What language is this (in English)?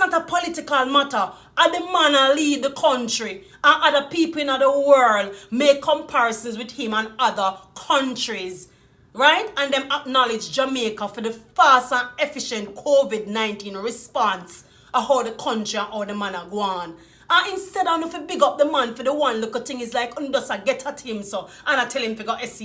Jamaican Creole English